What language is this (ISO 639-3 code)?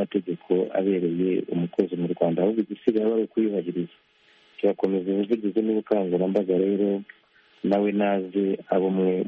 kin